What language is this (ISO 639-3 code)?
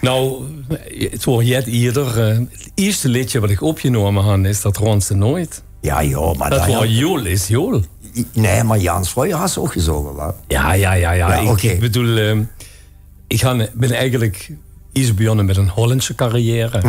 lim